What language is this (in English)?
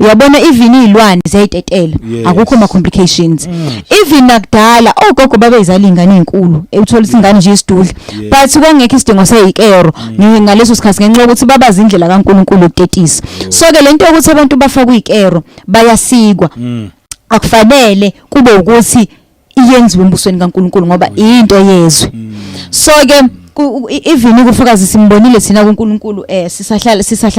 Zulu